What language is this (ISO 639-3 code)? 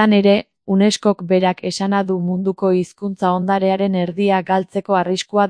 eus